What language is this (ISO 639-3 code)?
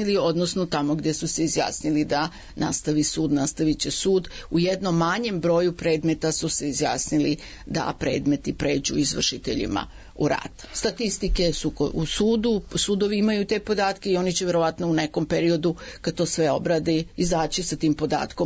srp